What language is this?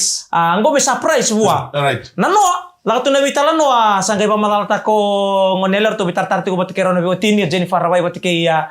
Fijian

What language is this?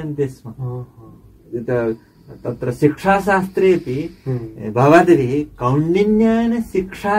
Sanskrit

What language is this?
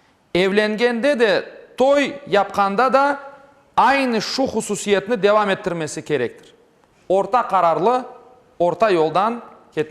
Crimean Tatar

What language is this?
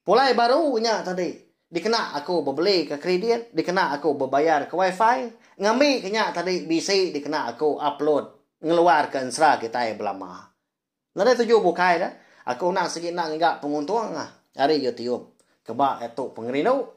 Iban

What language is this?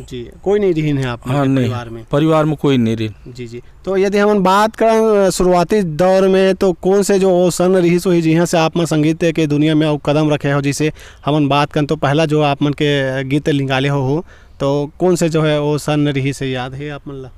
Chhattisgarhi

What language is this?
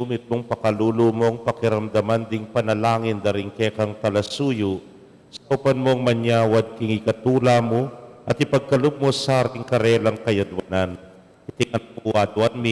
Pampanga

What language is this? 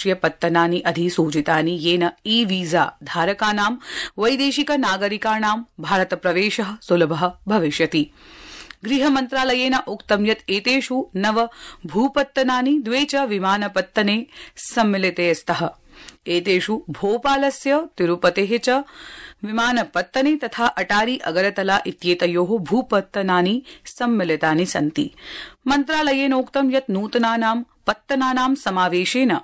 Sanskrit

